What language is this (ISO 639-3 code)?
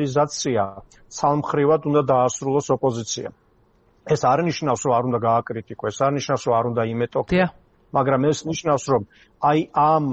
kat